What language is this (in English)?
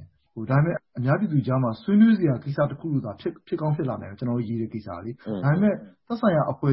Burmese